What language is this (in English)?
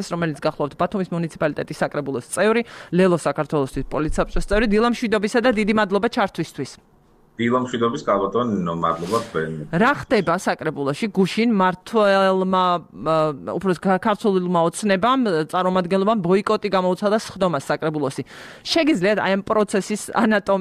Georgian